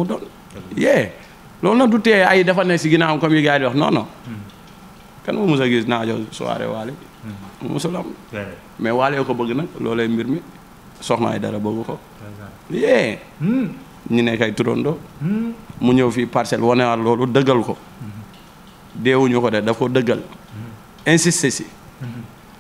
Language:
Wolof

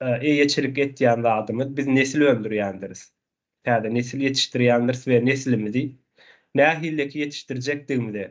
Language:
Turkmen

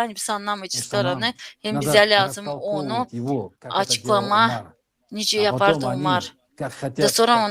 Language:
Gagauz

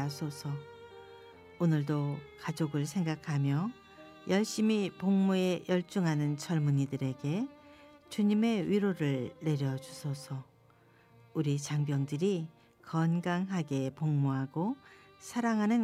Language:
Korean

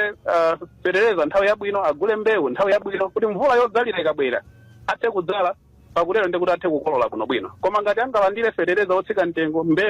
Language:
Nyanja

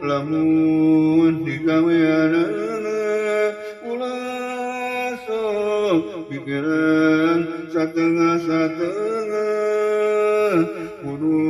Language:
Sundanese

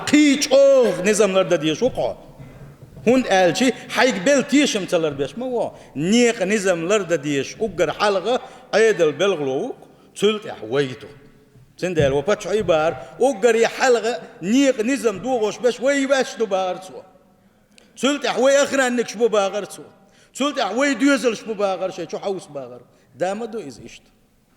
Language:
Chechen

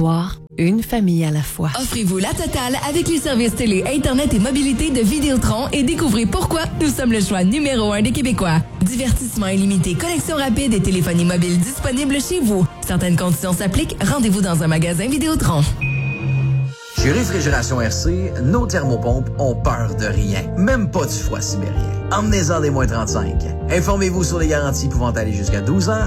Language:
French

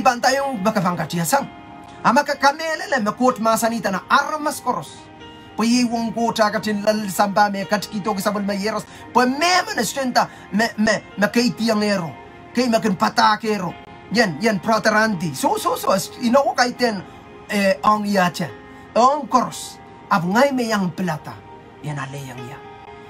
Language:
Pohnpeian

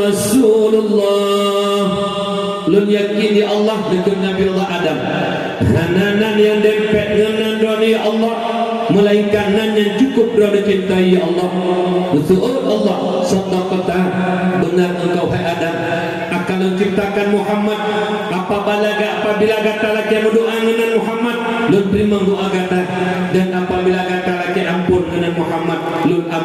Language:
Achinese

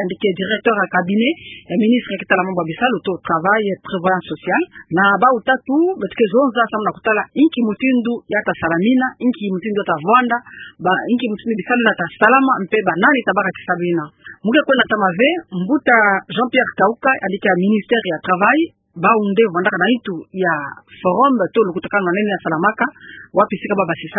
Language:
Kituba (Democratic Republic of Congo)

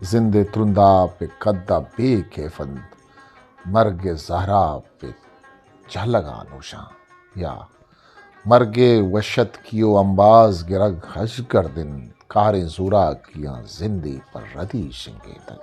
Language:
Eastern Balochi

